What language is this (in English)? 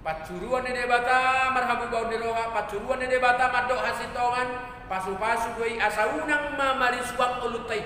Batak Toba